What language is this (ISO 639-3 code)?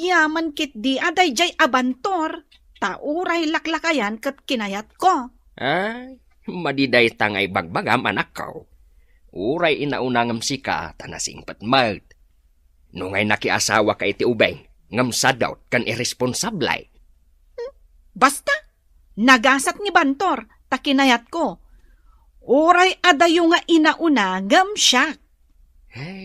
ilo